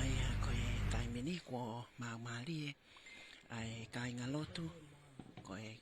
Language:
Tongan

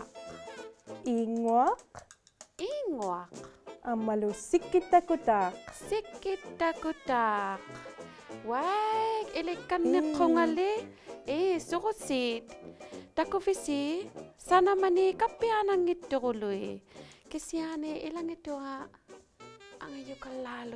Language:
Inuktitut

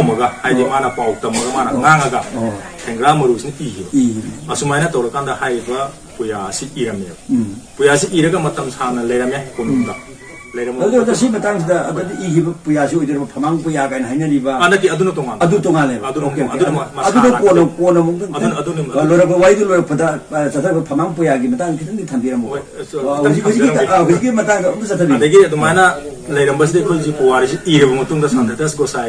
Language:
Manipuri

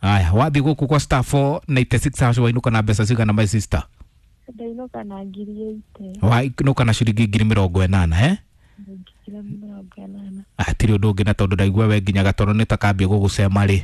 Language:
Kikuyu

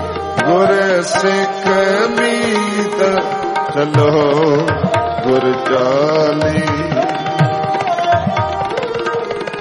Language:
Punjabi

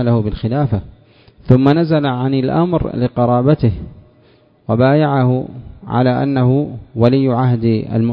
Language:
Arabic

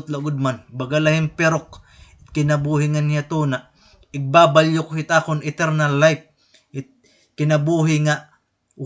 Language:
Waray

